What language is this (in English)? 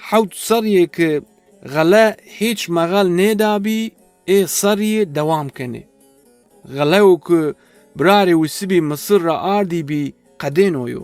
Zaza